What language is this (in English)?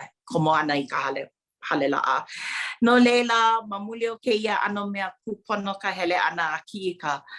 Hawaiian